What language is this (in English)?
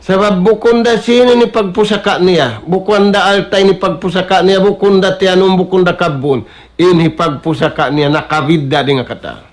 Tausug